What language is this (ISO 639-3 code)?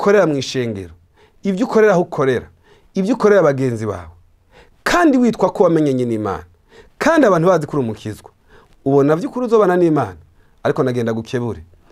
run